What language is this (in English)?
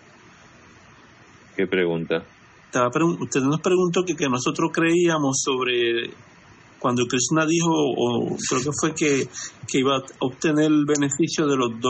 Spanish